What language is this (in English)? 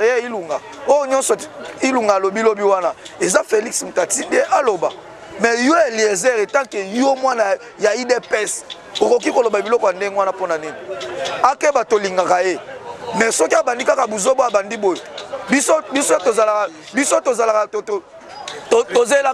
Lingala